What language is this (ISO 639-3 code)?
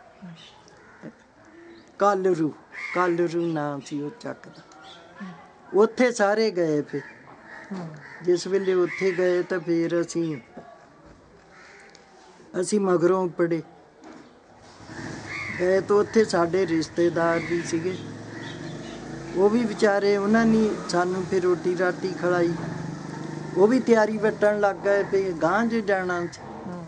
pan